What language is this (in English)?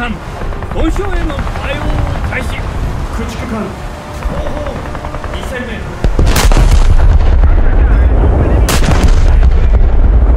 Japanese